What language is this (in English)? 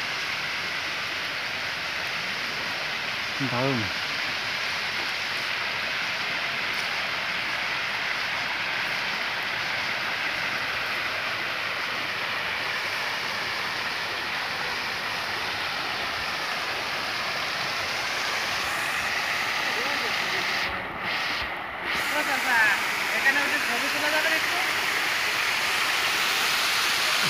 Bangla